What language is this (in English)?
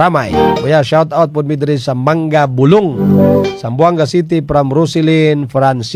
Cebuano